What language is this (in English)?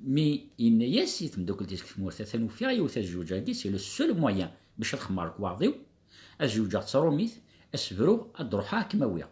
Kabyle